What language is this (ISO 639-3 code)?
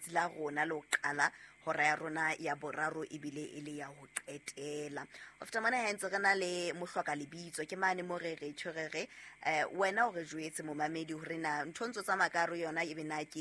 sot